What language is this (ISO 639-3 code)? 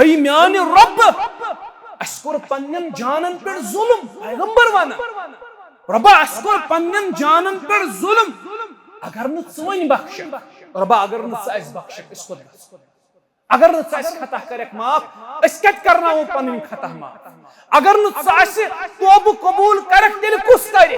kas